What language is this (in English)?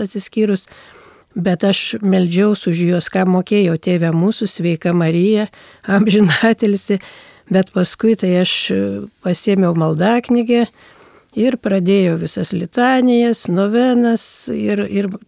Lithuanian